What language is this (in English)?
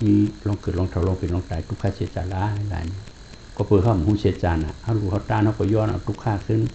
Shan